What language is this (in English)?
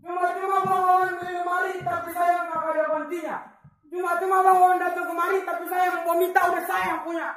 Betawi